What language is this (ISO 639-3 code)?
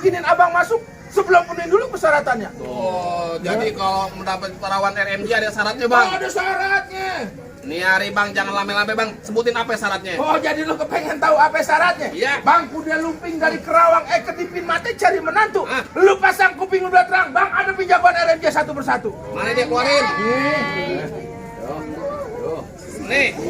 bew